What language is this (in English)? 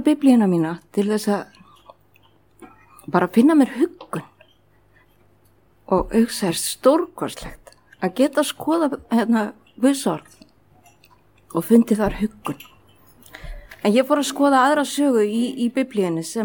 Icelandic